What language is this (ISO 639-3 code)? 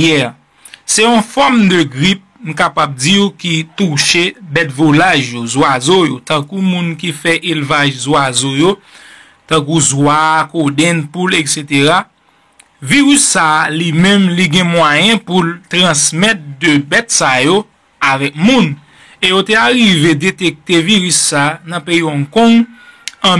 hat